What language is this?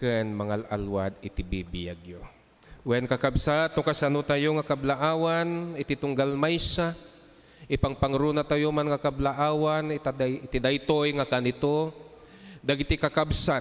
Iloko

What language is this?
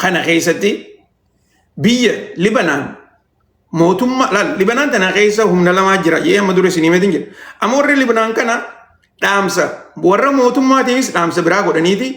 Oromo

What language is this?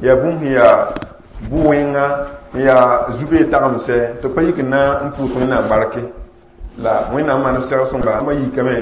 Mossi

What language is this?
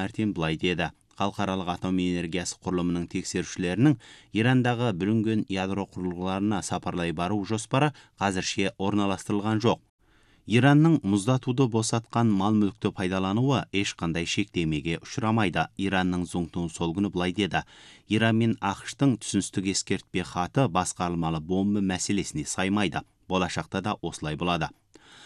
Kazakh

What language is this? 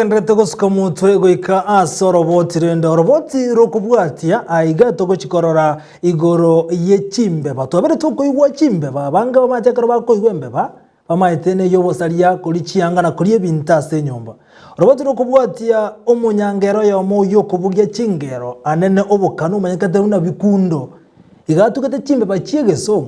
Gusii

